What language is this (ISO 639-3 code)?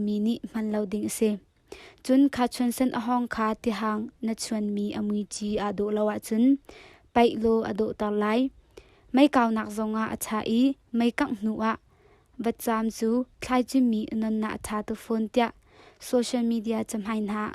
cnh